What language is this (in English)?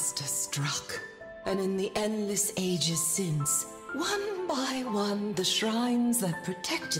English